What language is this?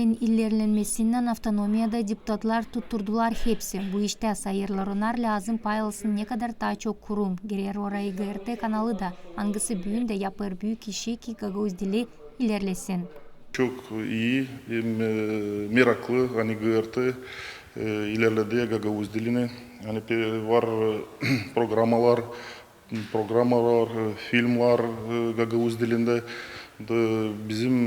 Gagauz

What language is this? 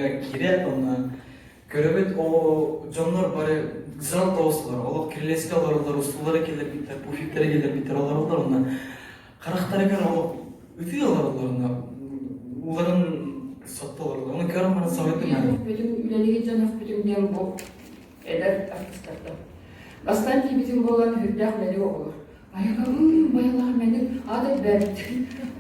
Yakut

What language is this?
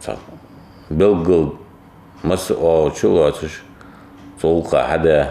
Ingush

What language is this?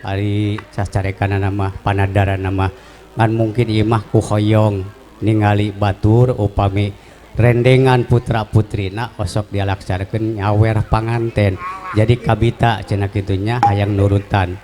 Sundanese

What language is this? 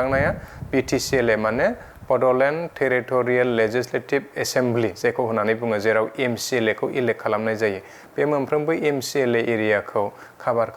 Bodo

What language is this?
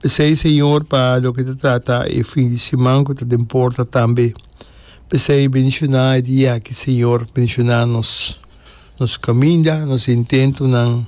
Papiamento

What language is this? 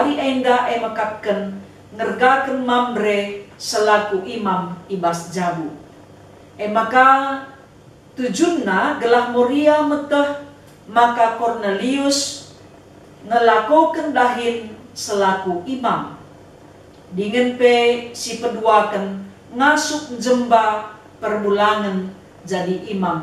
Batak Karo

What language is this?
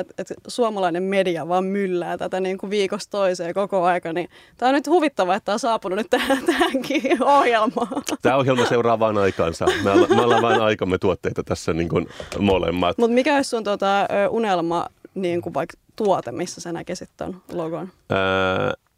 Finnish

